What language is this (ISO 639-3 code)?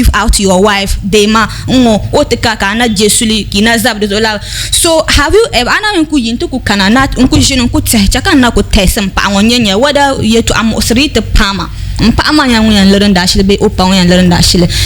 dag